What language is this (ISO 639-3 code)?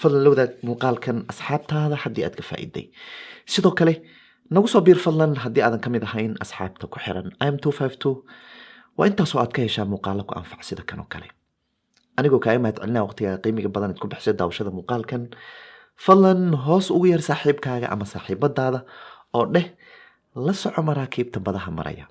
som